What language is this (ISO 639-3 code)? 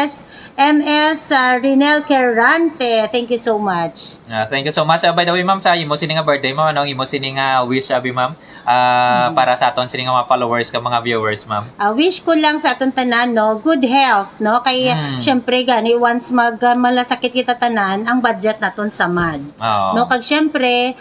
hil